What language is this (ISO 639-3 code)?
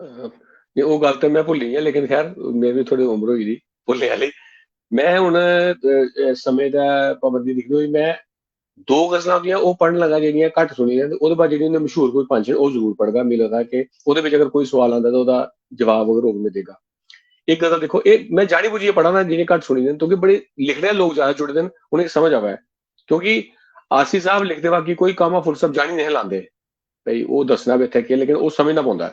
doi